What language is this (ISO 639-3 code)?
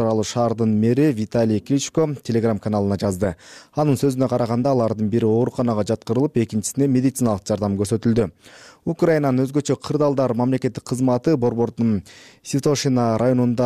kir